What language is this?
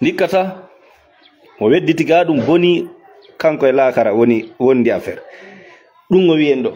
Fula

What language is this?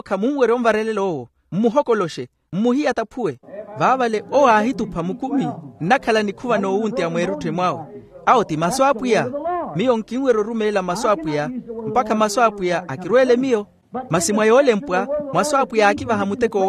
Makhuwa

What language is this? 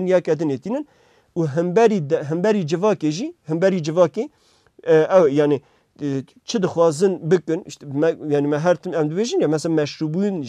Kurdish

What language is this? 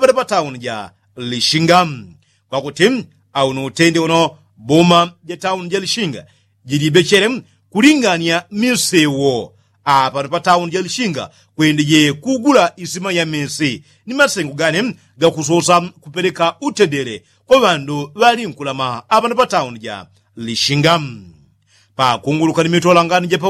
Yao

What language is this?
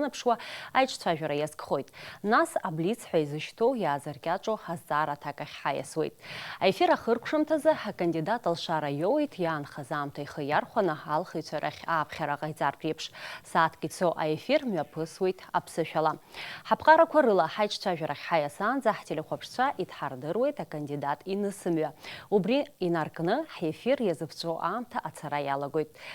Abkhazian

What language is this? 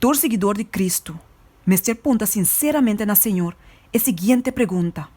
Papiamento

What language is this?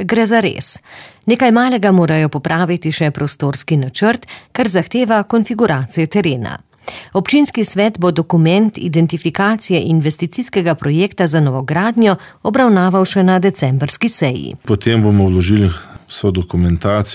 Slovenian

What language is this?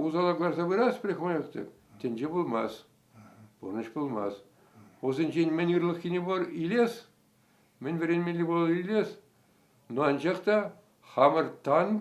Chuvash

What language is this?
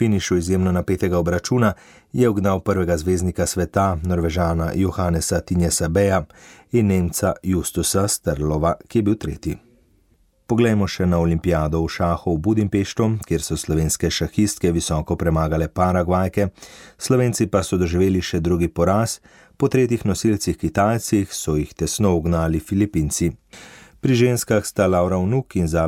Slovenian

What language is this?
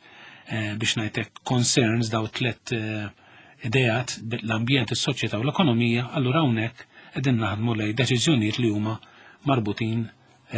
Maltese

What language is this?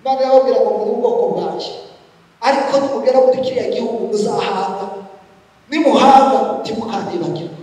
Kinyarwanda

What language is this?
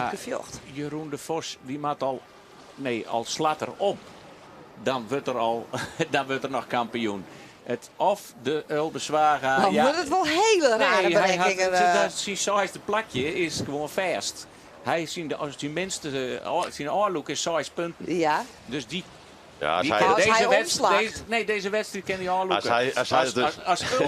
Western Frisian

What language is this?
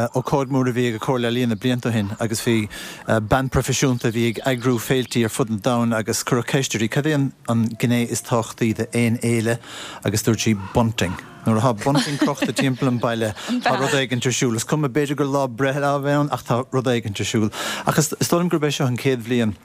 Irish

